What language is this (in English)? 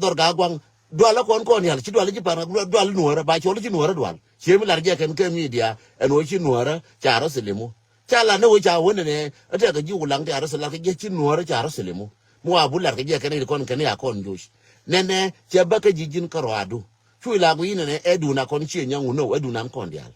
Nuer